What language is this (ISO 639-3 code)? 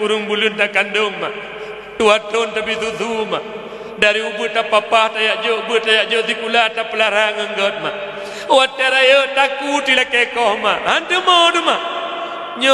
ace